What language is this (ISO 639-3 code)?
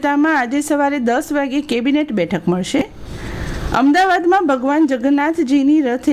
guj